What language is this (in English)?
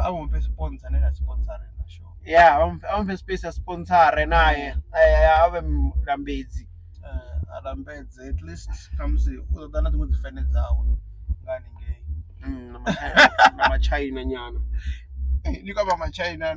Venda